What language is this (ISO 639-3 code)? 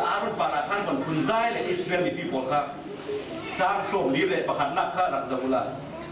cfm